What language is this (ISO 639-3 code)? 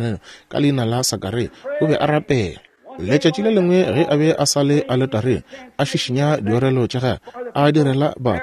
nso